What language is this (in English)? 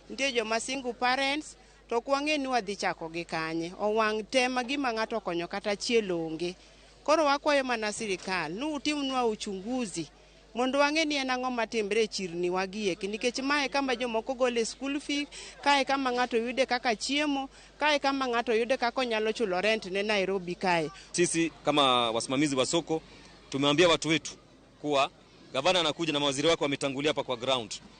Luo (Kenya and Tanzania)